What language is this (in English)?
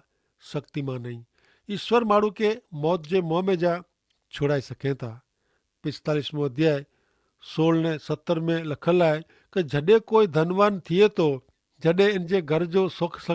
Kachhi